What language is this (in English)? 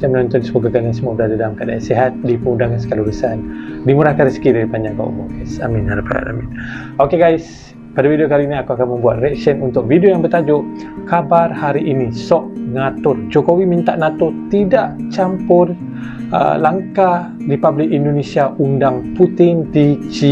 Indonesian